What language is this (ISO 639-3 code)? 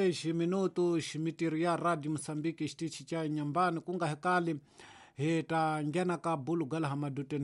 tso